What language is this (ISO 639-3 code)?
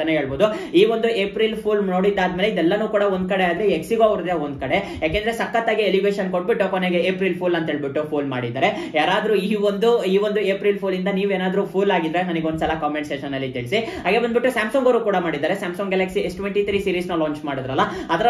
kan